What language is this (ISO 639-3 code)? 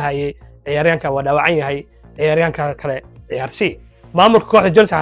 som